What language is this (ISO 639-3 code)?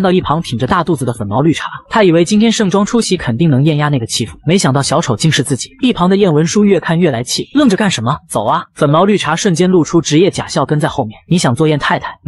zho